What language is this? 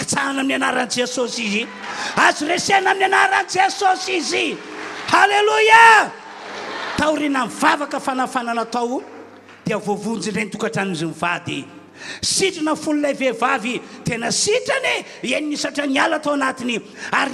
Malagasy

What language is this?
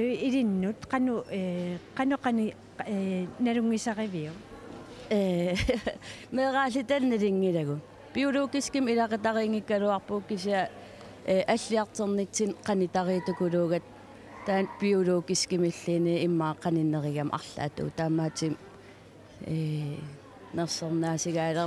Kalaallisut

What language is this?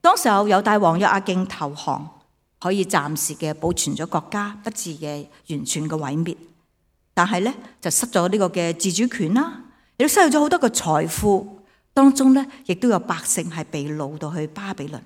Cantonese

